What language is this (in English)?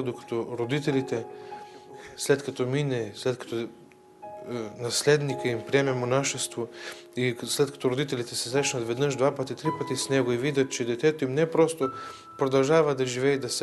Bulgarian